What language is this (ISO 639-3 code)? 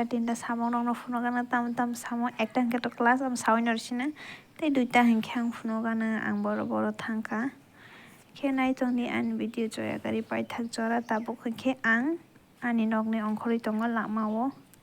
trp